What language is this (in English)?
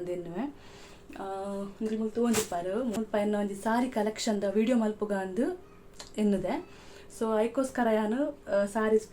Tulu